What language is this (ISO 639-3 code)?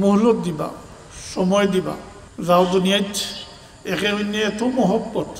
syl